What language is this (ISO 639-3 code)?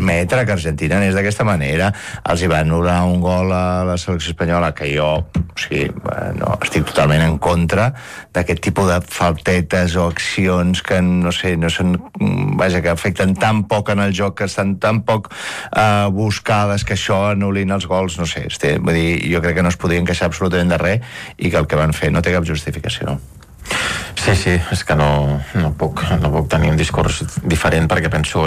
cat